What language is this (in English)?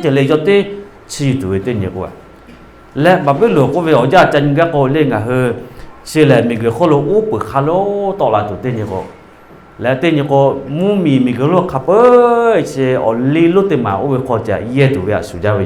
Lahu